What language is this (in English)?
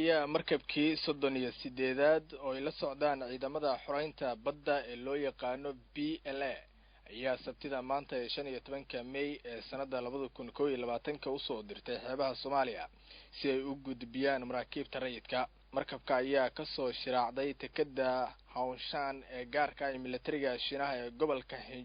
Somali